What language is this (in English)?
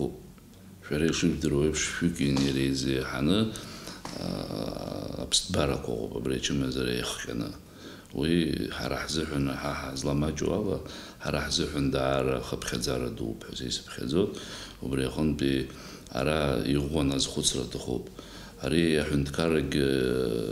Abkhazian